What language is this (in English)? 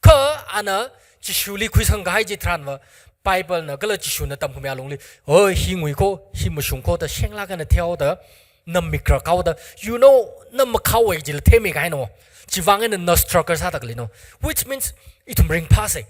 Tangkhul Naga (India)